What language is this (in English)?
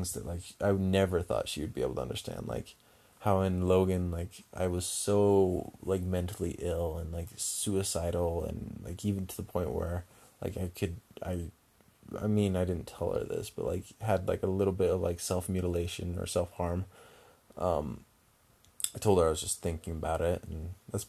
English